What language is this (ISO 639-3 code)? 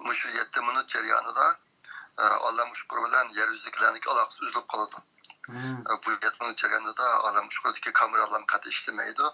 uig